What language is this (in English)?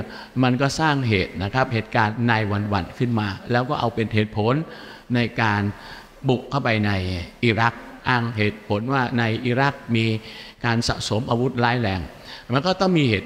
Thai